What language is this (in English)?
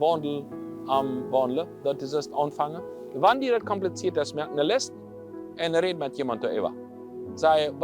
Plautdietsch